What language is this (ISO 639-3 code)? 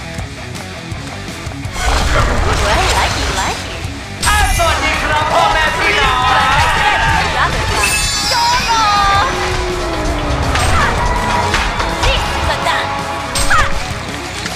eng